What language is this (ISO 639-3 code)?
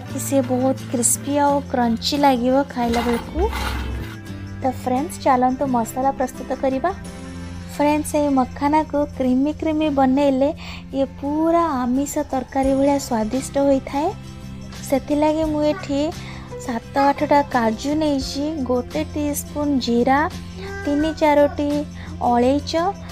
ori